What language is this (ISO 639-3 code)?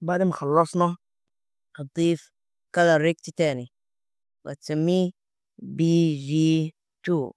arz